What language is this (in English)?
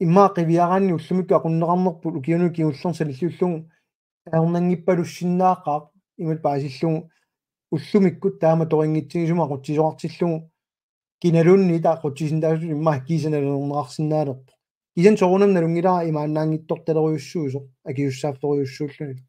Kalaallisut